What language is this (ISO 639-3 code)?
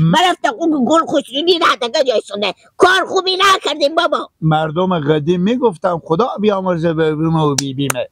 fas